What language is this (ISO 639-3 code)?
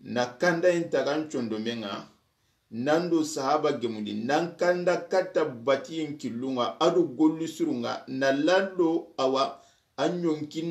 snk